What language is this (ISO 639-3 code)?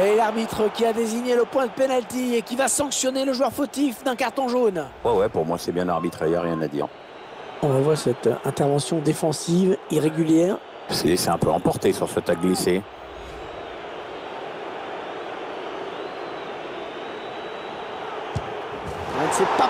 fra